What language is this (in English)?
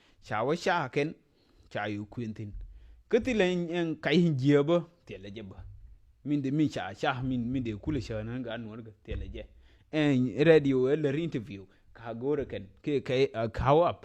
Nuer